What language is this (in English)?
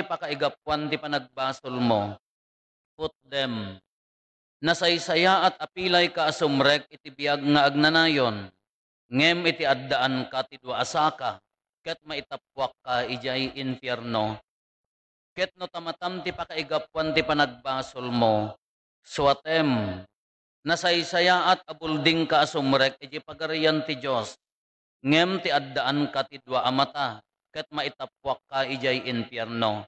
Iloko